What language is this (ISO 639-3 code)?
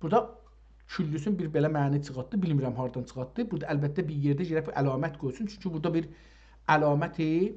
azb